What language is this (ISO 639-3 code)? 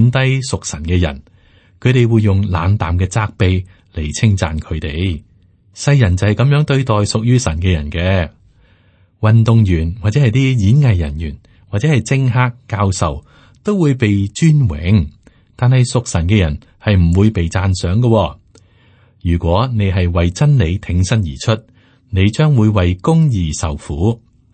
yue